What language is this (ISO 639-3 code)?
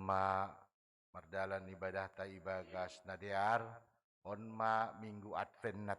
bts